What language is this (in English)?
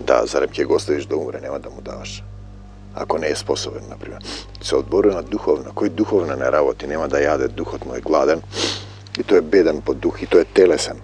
Macedonian